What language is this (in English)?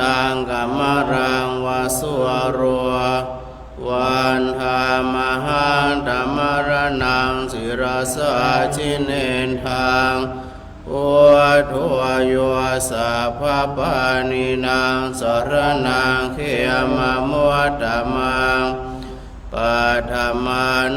Pali